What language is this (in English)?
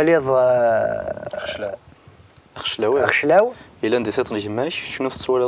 Kabyle